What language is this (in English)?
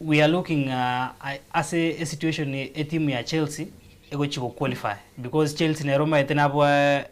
Gusii